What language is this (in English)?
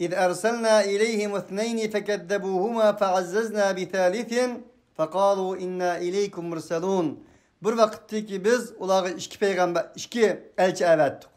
Uyghur